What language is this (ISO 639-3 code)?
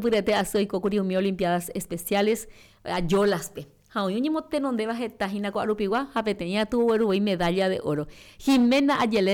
grn